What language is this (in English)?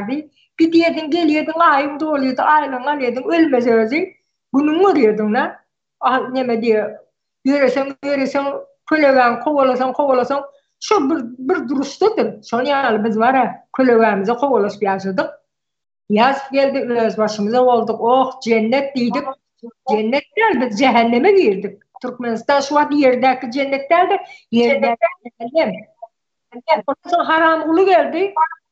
Turkmen